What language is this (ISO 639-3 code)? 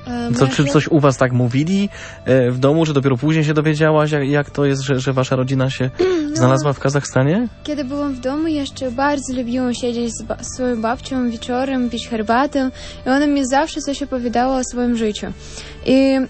pol